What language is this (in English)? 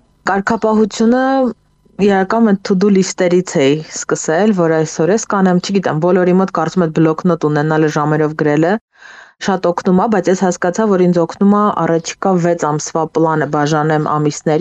Armenian